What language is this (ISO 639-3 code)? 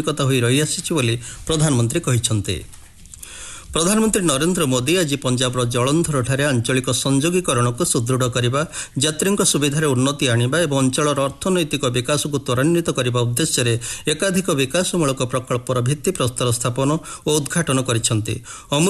ori